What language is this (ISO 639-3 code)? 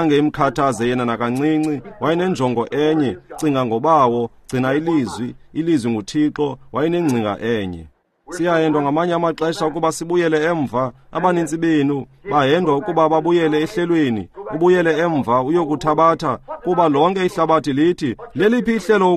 xho